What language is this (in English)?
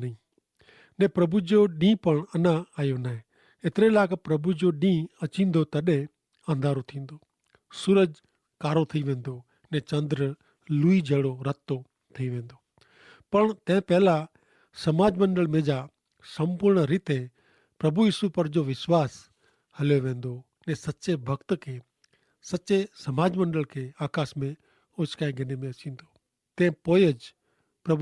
Kachhi